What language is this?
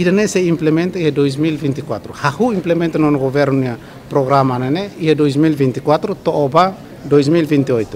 Tetum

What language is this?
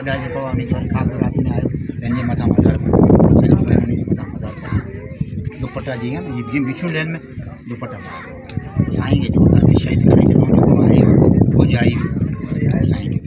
Sindhi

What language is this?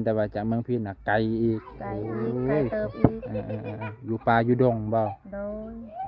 Lao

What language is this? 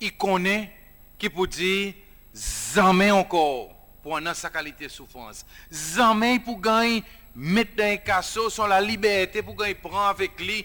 Seselwa Creole French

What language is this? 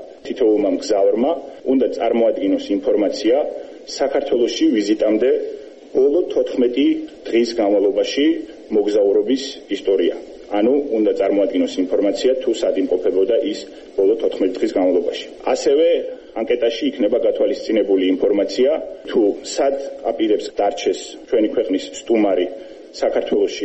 Georgian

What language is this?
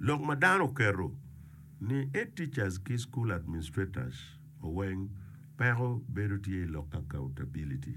Acoli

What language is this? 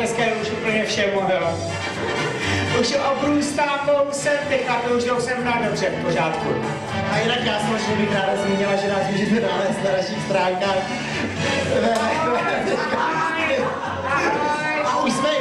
Czech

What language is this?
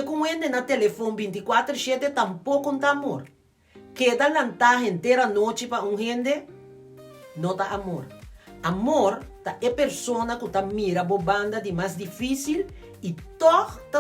Papiamento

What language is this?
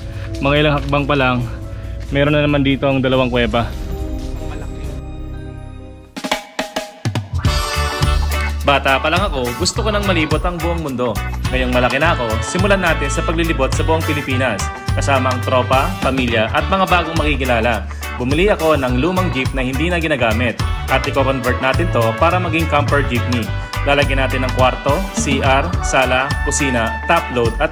Filipino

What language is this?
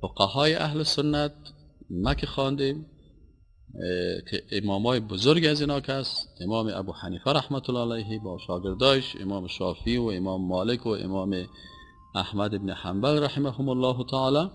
Persian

